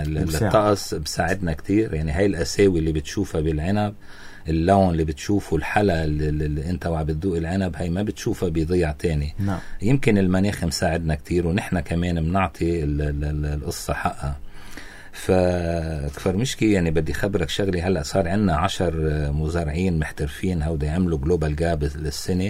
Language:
North Levantine Arabic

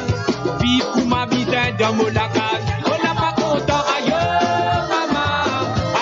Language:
Morisyen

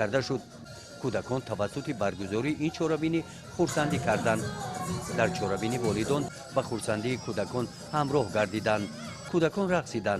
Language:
Tajik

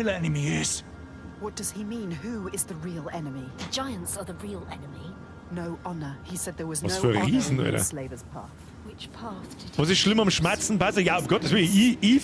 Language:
Bavarian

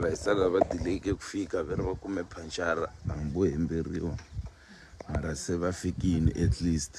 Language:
Tsonga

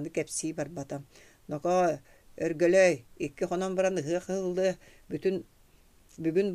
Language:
Yakut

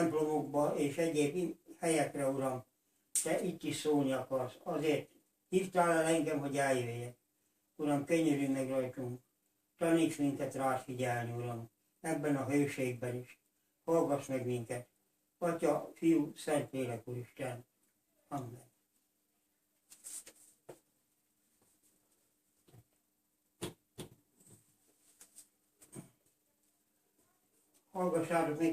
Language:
Hungarian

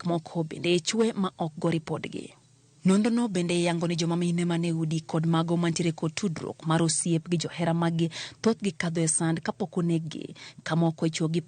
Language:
Luo (Kenya and Tanzania)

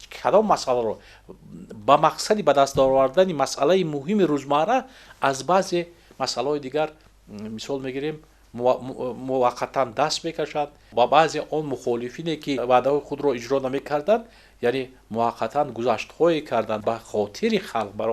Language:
Tajik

